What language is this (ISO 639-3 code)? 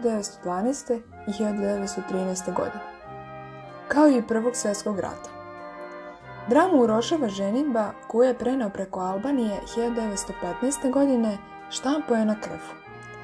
srp